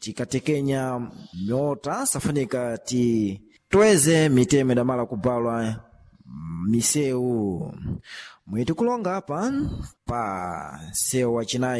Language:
Sena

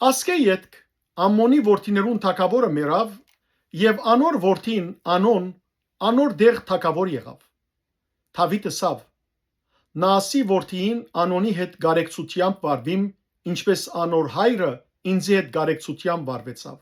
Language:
Western Armenian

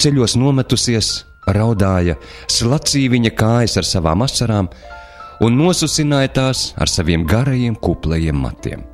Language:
Latvian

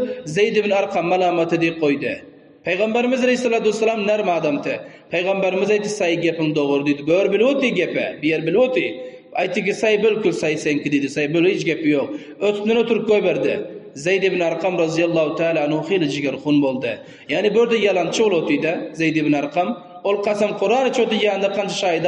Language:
Turkmen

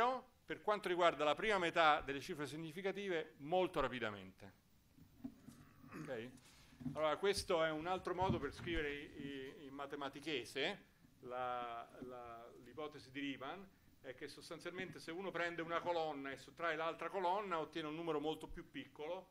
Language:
Italian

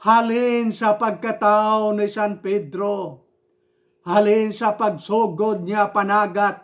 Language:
Hiligaynon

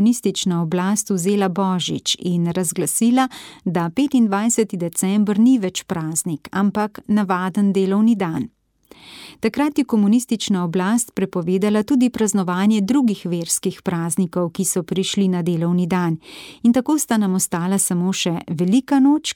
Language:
Slovenian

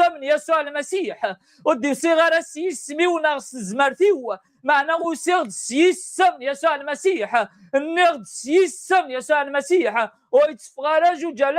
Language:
Kabyle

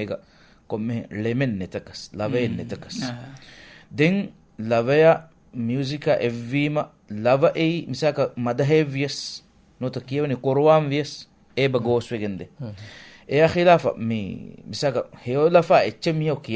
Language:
Divehi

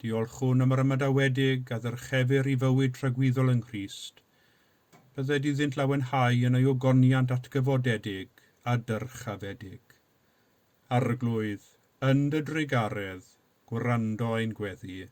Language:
Welsh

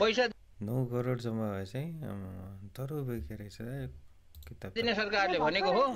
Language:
Nepali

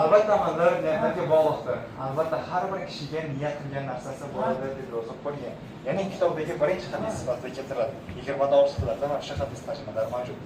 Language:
Uzbek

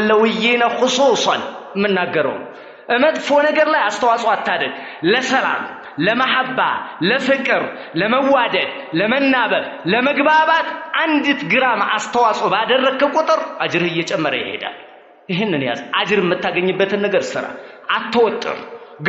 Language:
Amharic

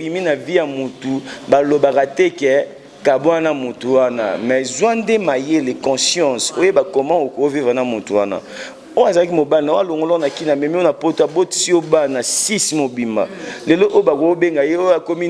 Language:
Lingala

